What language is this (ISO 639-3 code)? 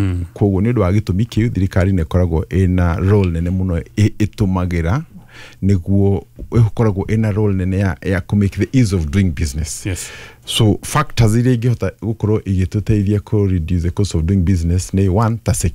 kik